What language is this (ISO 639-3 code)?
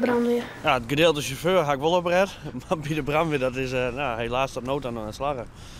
fry